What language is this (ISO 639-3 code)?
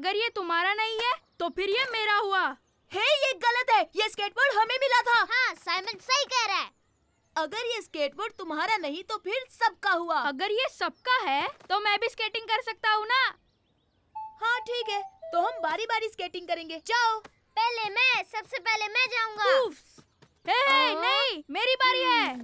hin